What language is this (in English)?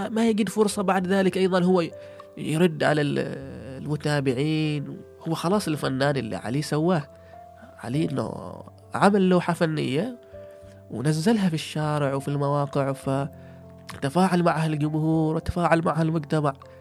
Gulf Arabic